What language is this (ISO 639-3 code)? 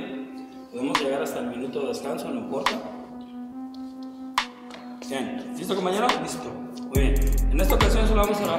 spa